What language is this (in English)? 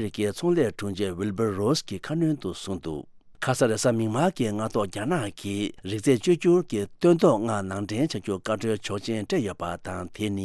Tibetan